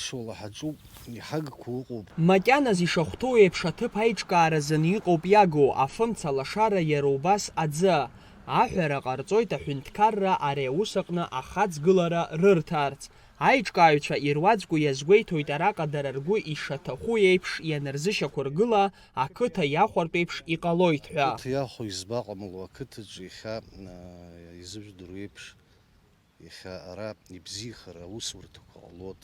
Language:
Abkhazian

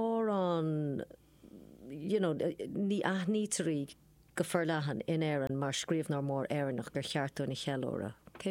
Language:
Irish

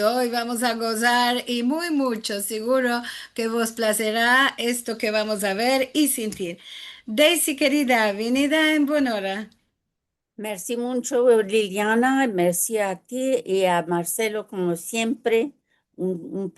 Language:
Ladino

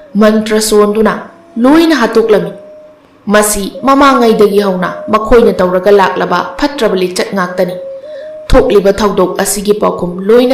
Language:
Manipuri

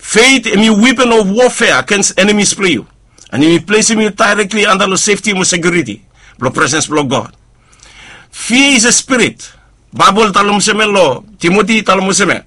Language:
Bislama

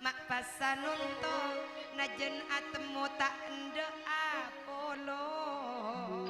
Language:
Madurese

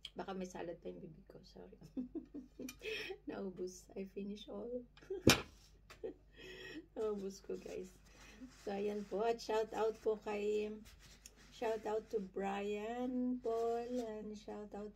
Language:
Filipino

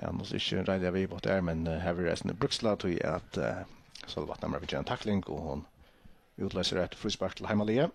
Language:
Faroese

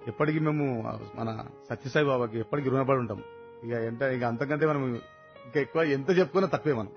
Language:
Telugu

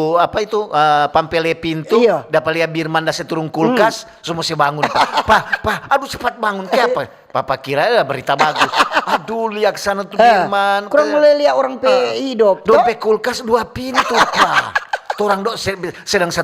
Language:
Manado Malay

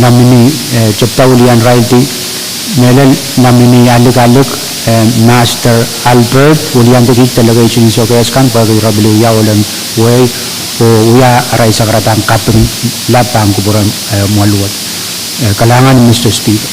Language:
Pohnpeian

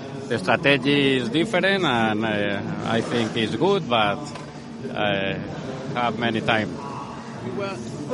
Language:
English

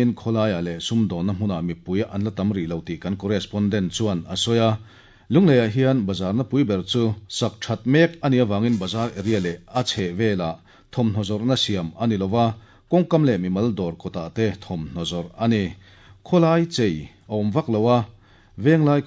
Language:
Mizo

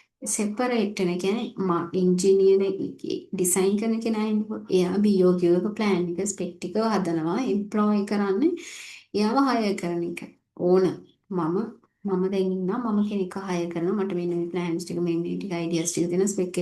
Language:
Sinhala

